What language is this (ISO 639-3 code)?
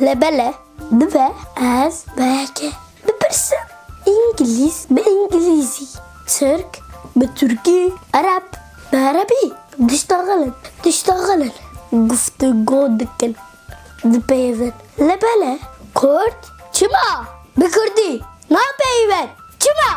kur